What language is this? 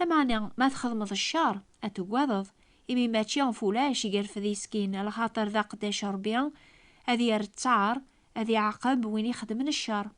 Kabyle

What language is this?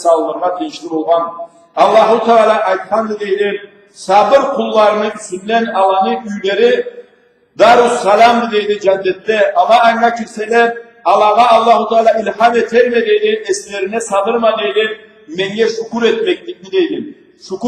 Karachay-Balkar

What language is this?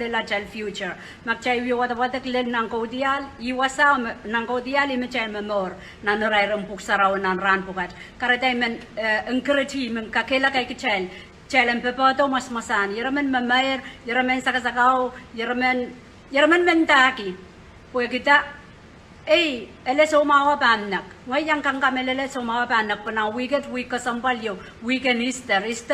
Pohnpeian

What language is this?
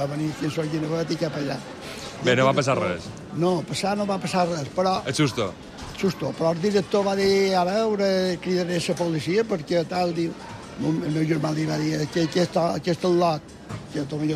Catalan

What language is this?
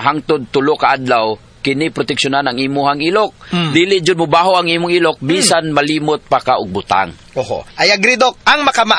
Cebuano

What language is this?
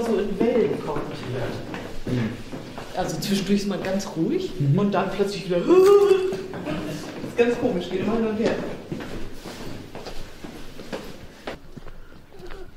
German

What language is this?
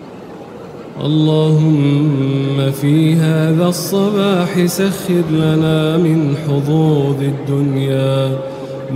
Arabic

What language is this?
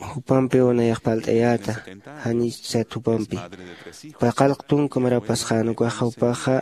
Aymara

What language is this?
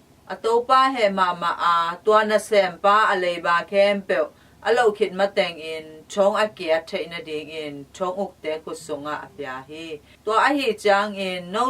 Tedim Chin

